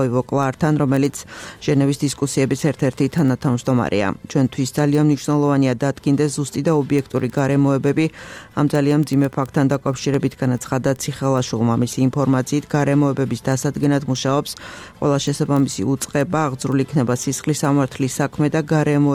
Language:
Georgian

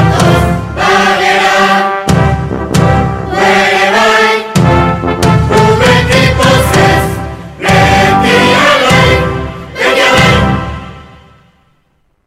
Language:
Basque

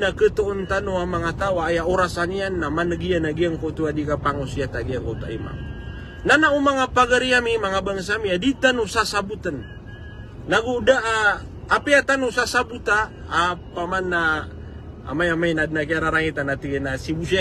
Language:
Maranao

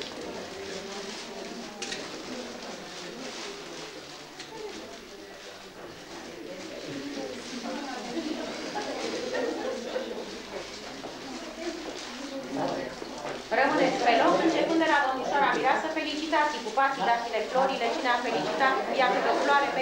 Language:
Romanian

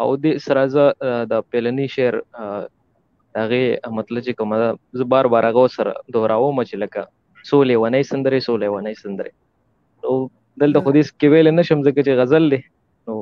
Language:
Pashto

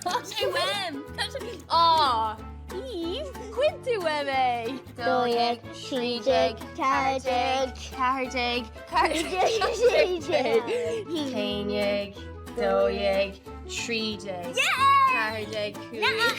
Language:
Irish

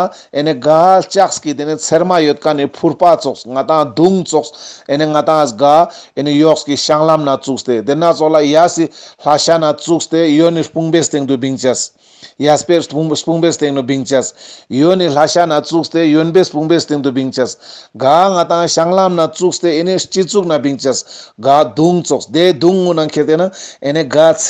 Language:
Ladakhi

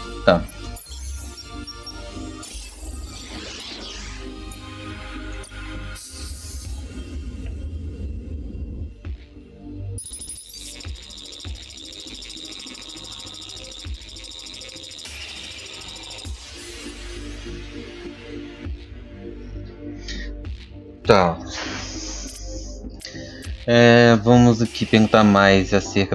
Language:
Portuguese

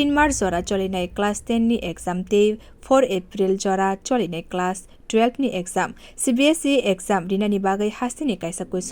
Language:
Kok Borok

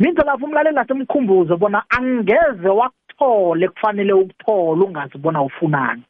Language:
South Ndebele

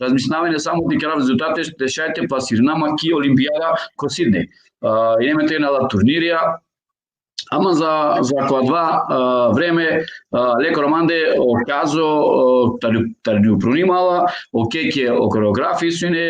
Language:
Balkan Romani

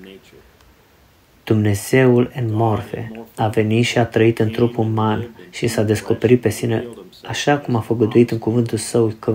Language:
Romanian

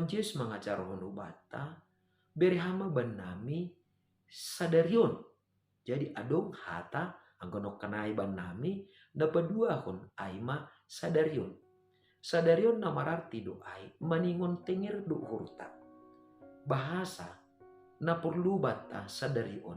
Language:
Batak Simalungun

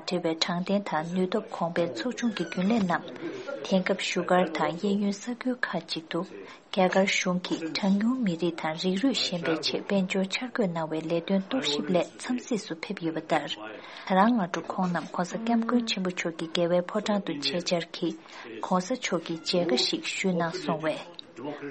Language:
Tibetan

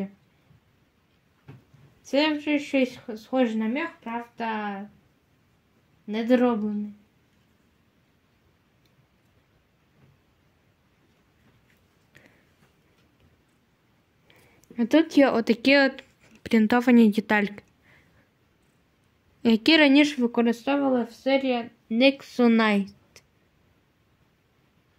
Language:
Ukrainian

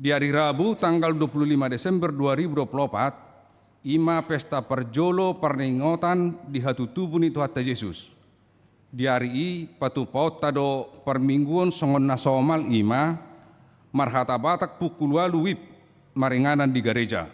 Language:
Batak Toba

